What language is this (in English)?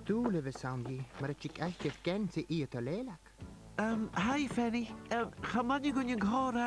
Scottish Gaelic